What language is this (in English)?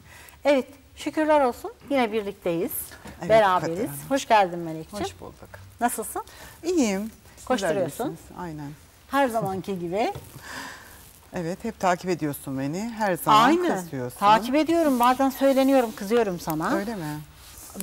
Turkish